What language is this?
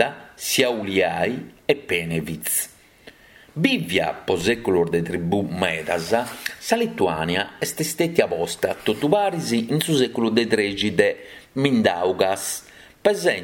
Sardinian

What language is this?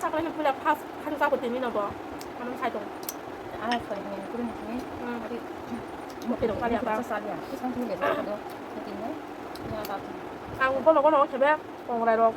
Kok Borok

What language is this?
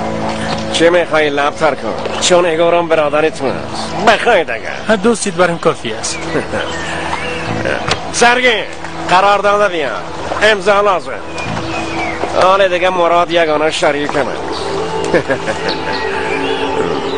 Persian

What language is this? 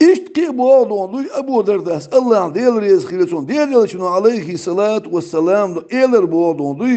Chechen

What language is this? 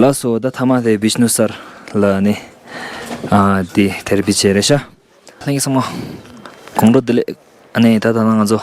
Tibetan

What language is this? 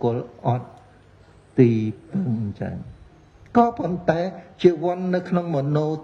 Khmer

